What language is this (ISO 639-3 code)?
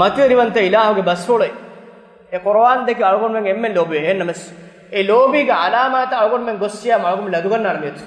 div